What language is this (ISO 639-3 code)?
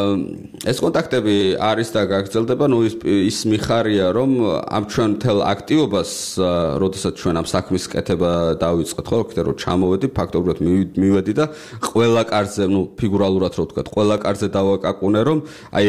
kat